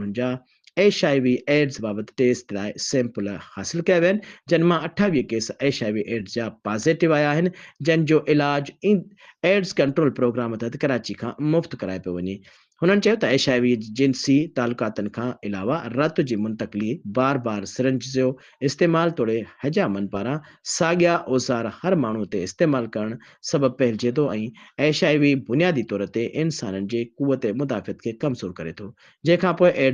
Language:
Sindhi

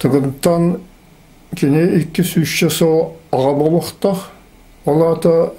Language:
Yakut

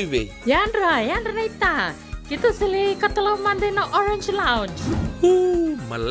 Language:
Fijian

